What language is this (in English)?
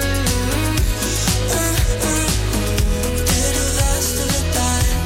Danish